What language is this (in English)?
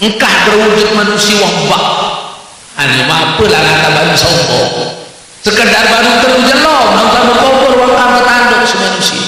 Sasak